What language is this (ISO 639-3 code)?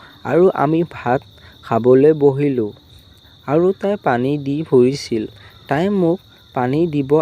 asm